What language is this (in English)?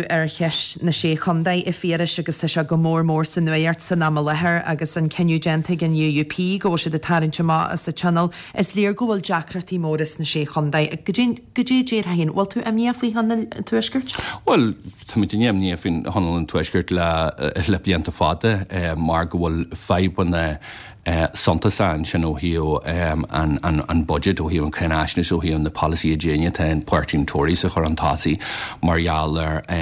Irish